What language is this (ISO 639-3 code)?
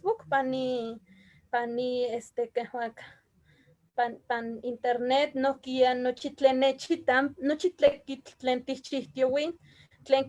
nhe